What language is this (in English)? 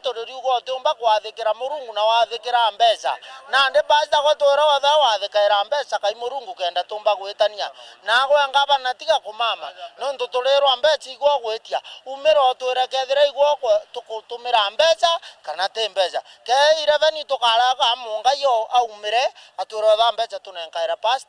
Meru